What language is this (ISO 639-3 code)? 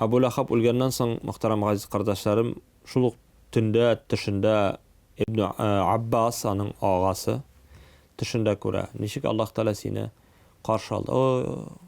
tat